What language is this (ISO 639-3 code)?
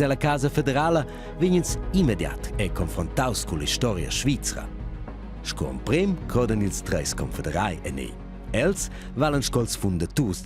roh